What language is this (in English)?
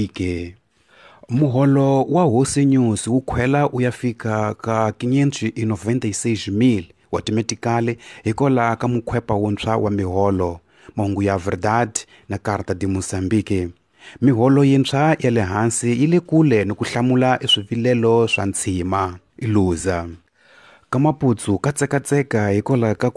Tsonga